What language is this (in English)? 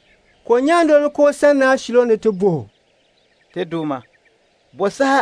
Dagbani